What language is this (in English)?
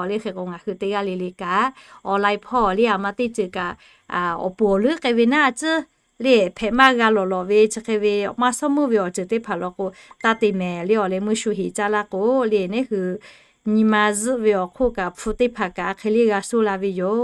Lahu